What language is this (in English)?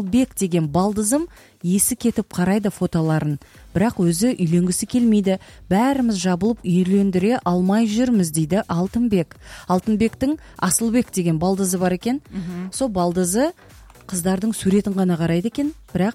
Kazakh